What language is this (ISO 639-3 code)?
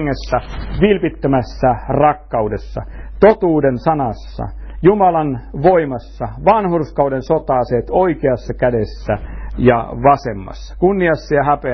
fin